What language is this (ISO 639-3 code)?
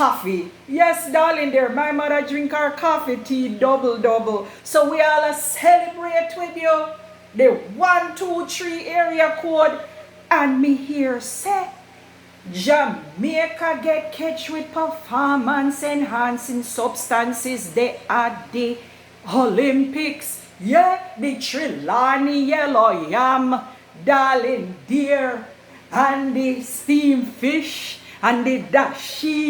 jam